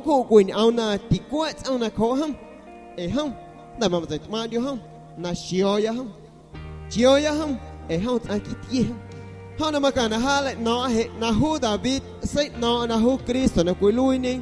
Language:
San Pedro Amuzgos Amuzgo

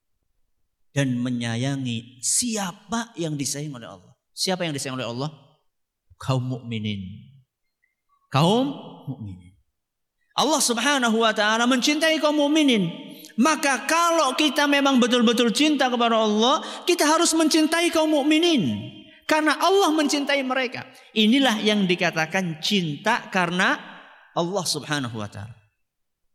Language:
Indonesian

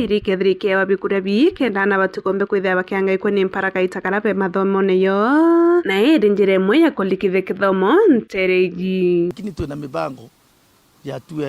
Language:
Meru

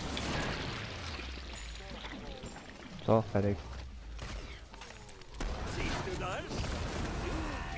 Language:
German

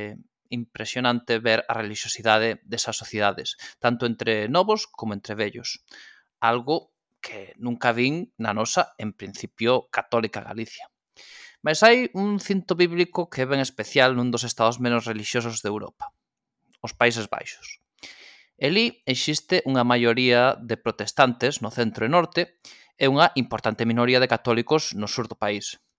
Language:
Galician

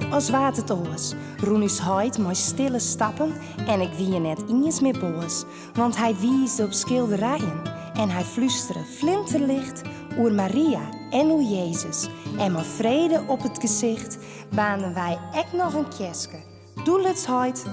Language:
Western Frisian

